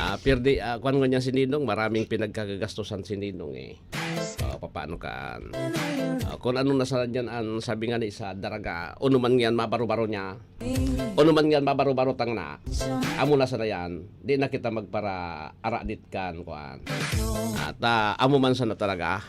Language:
Bikol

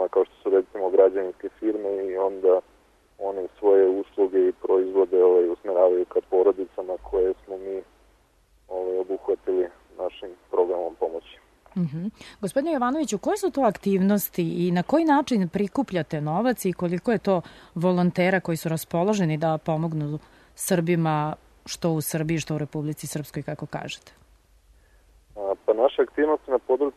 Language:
Serbian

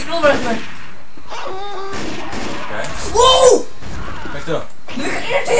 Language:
Faroese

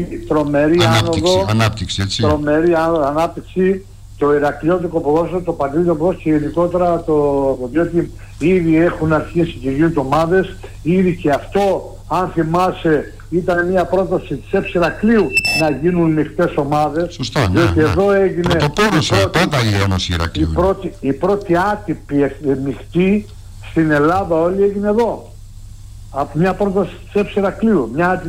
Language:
Greek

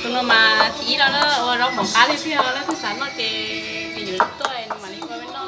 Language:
Hmong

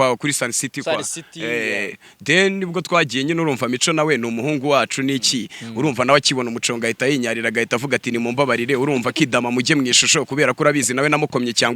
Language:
Kinyarwanda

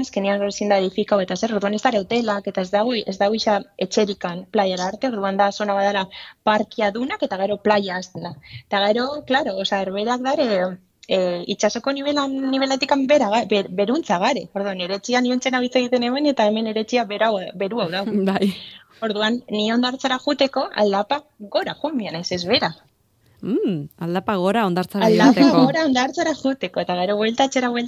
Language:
Basque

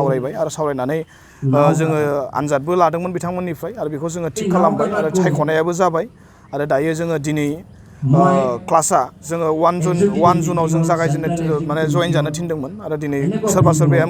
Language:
Bodo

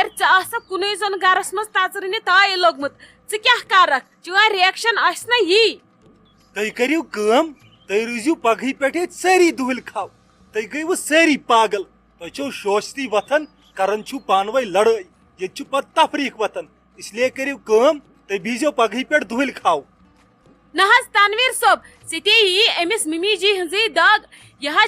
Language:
Kashmiri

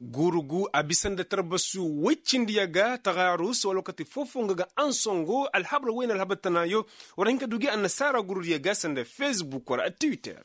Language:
Koyraboro Senni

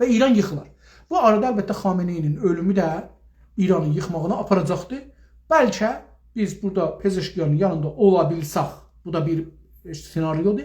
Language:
South Azerbaijani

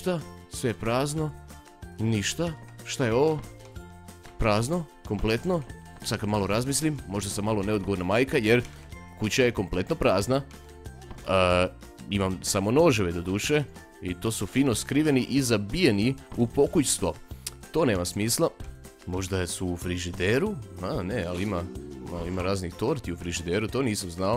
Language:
Croatian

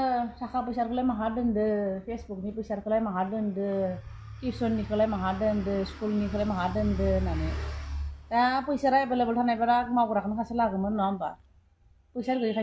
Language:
Bodo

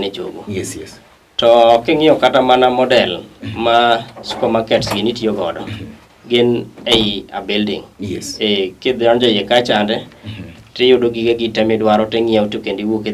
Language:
Luo (Kenya and Tanzania)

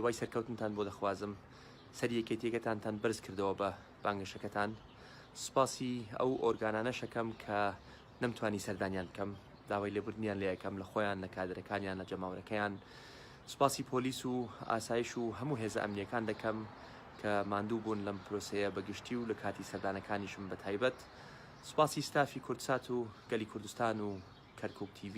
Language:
Central Kurdish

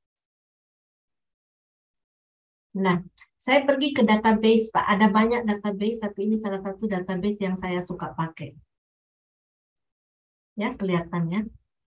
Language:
Indonesian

